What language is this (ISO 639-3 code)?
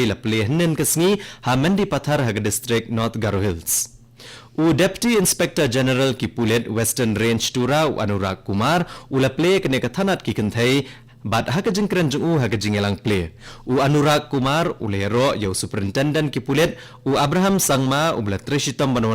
kha